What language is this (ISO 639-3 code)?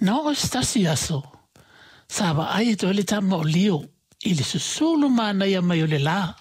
smo